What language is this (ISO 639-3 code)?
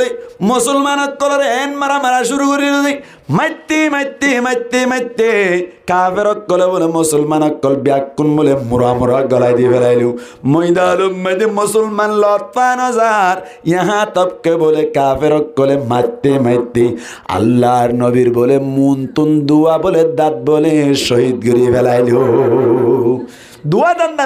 rhg